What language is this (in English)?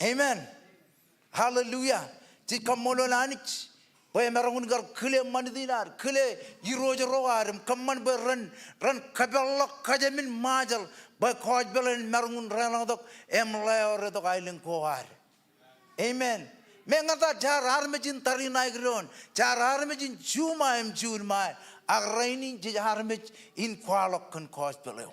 Marshallese